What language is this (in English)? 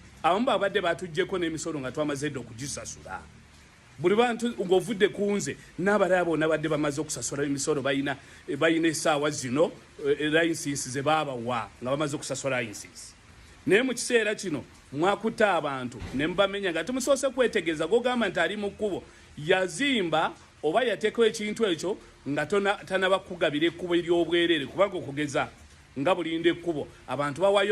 Ganda